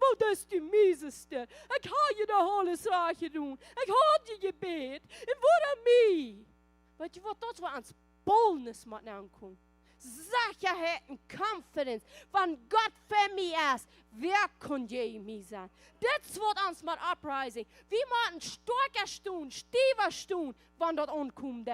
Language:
Plautdietsch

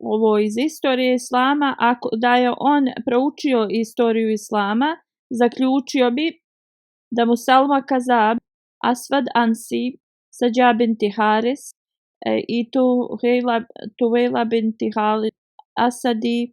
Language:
Bosnian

